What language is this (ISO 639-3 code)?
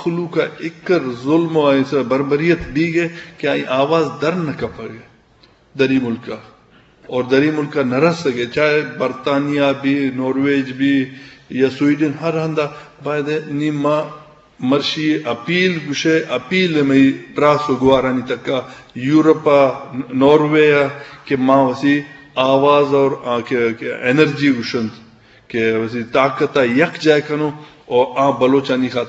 bgp